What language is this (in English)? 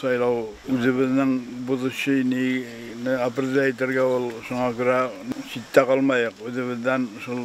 Tatar